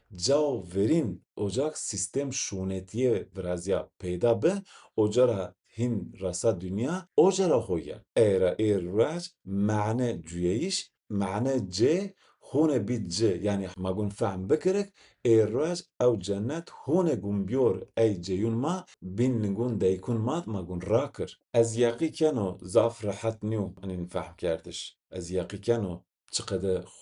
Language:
Zaza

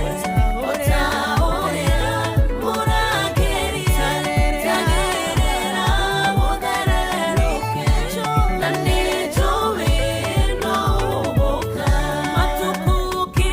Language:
Kikuyu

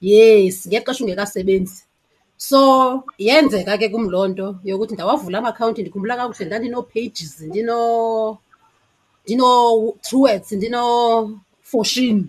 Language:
Xhosa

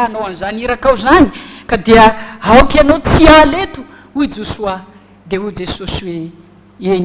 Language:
Malagasy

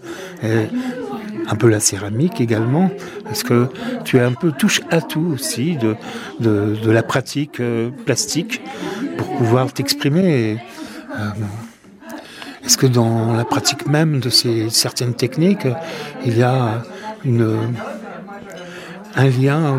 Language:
French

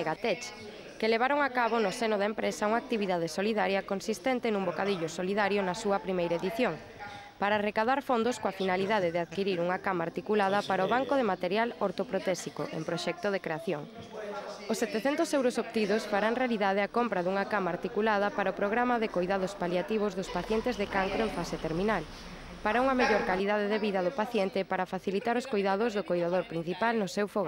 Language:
Galician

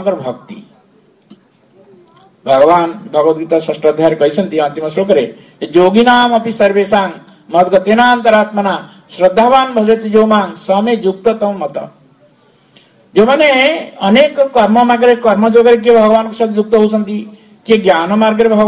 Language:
Odia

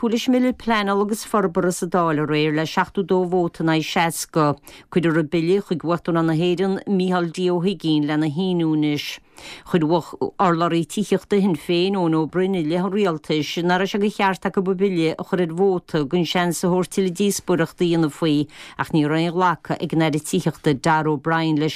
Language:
Irish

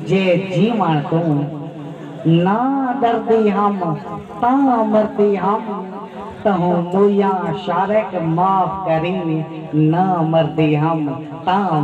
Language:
Saraiki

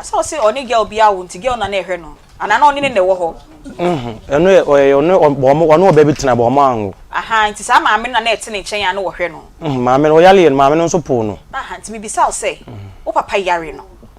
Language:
Akan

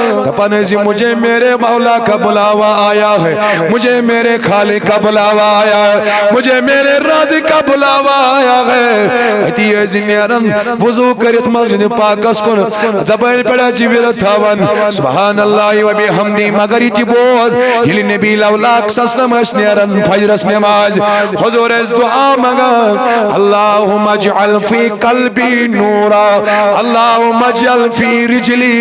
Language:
Kashmiri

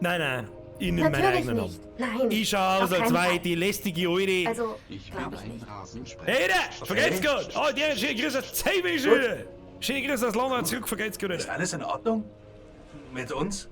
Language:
Bavarian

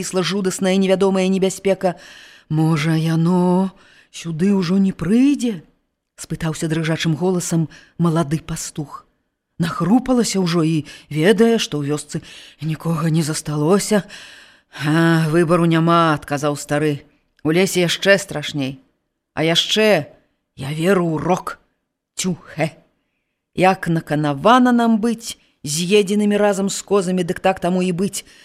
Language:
Belarusian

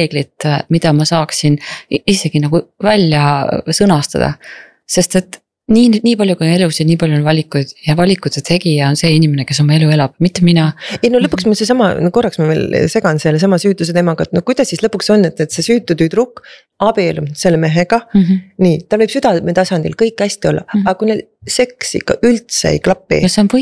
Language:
Estonian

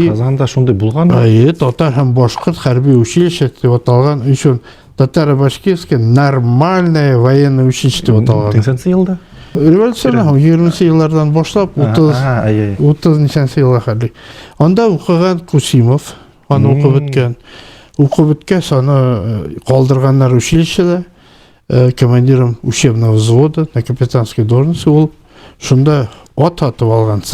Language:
Bashkir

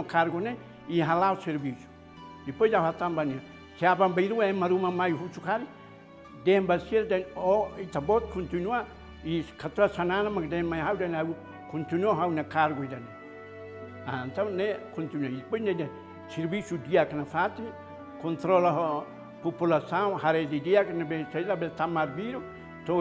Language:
Tetum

